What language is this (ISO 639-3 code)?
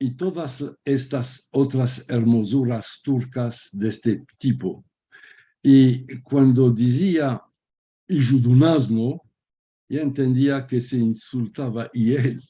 lad